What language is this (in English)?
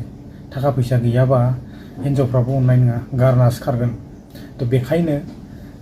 Bodo